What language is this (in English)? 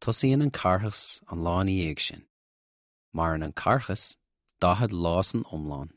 Irish